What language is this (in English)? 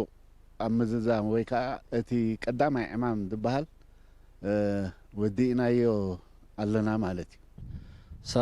Tigrinya